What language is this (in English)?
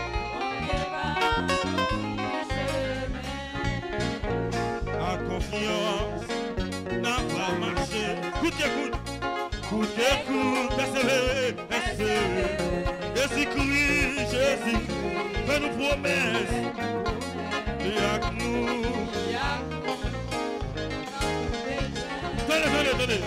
Haitian Creole